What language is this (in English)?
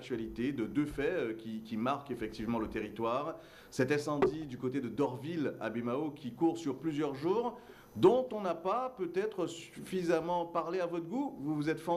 French